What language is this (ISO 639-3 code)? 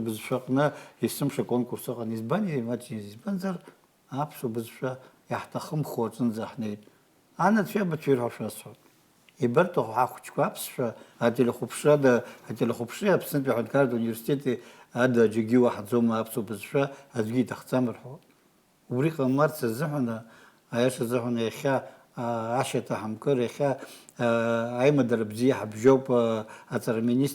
abk